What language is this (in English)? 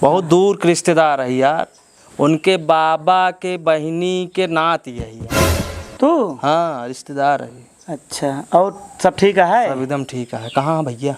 Awadhi